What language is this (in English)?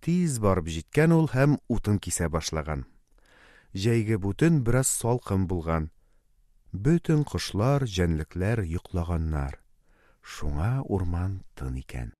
Tatar